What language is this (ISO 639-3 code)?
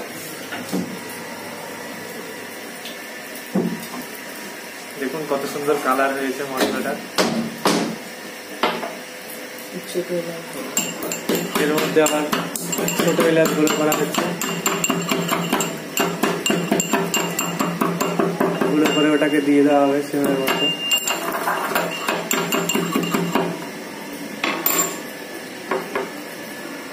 ben